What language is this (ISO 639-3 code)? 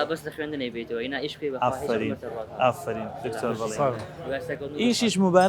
ckb